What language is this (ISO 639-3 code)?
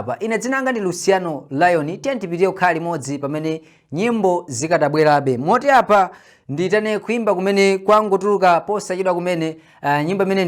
nya